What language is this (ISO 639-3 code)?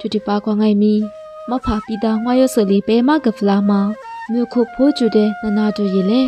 lis